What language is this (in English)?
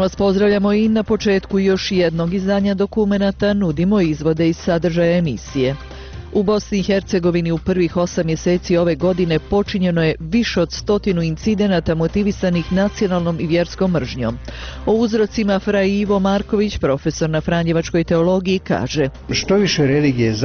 Bosnian